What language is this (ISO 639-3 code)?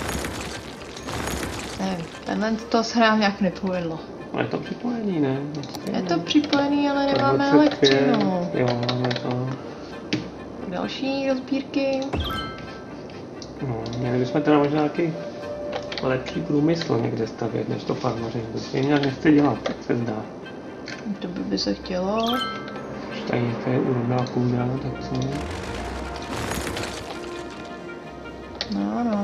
ces